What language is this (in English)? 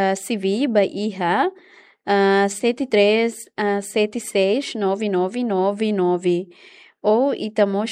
Tetum